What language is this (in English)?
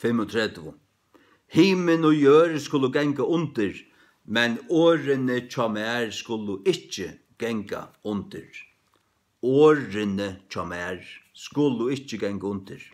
Faroese